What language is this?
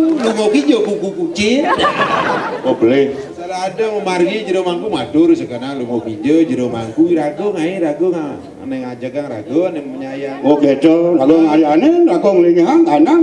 Balinese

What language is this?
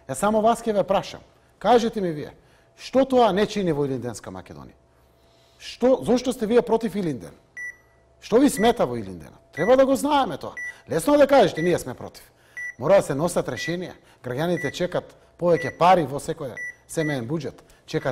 Macedonian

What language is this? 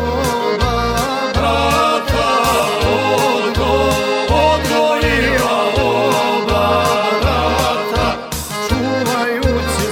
Croatian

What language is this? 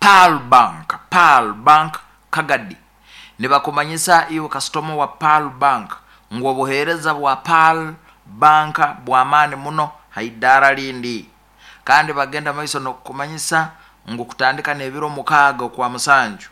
Nyoro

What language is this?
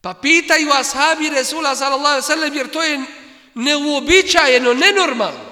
Bosnian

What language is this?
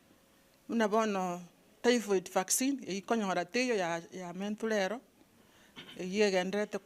Gusii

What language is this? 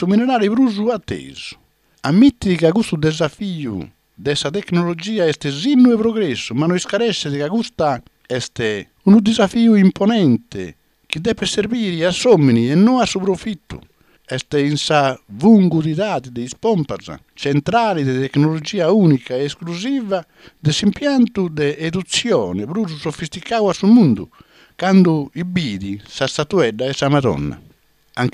Sardinian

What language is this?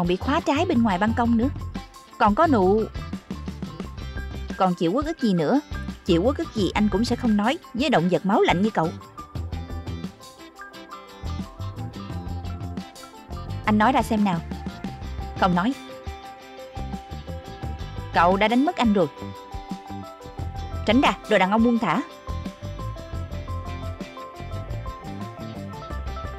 Vietnamese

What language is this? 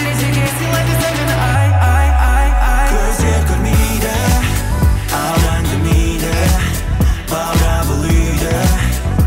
Kazakh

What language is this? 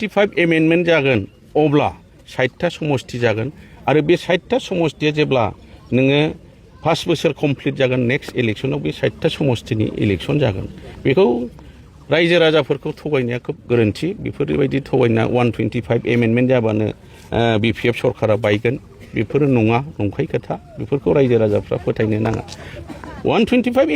Bodo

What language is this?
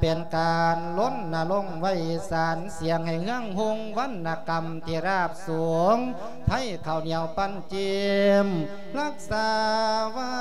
Lao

